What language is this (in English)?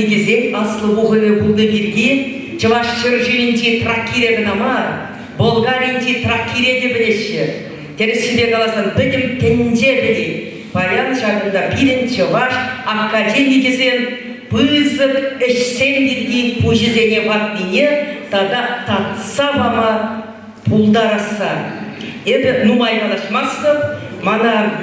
Chuvash